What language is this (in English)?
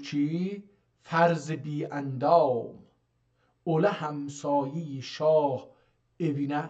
South Azerbaijani